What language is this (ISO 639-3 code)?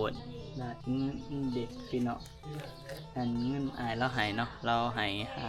tts